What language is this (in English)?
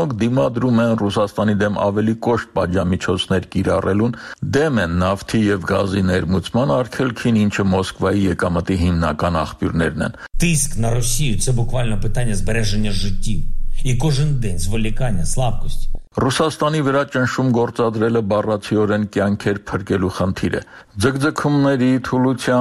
Armenian